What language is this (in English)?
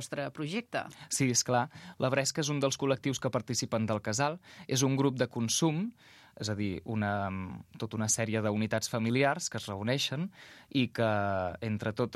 Catalan